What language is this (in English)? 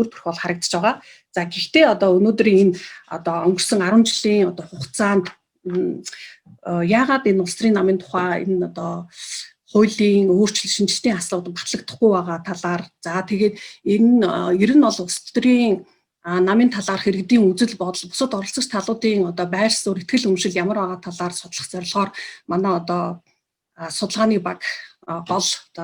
Mongolian